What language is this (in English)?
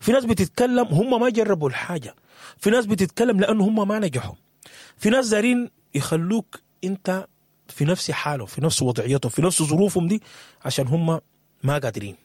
Sudanese Arabic